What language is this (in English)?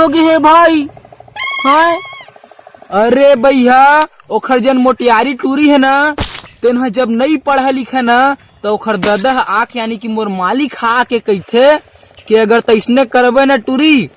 Chhattisgarhi